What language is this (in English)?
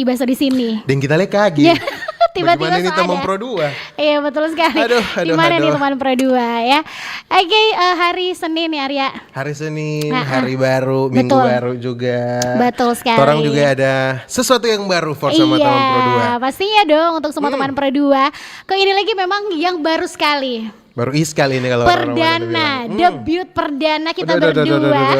Manado Malay